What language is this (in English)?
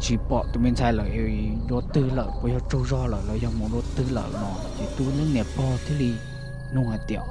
Hmong